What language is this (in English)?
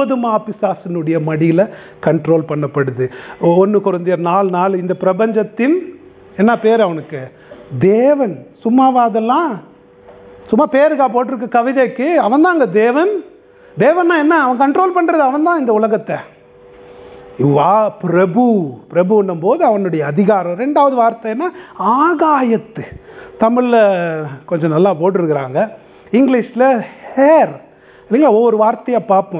Tamil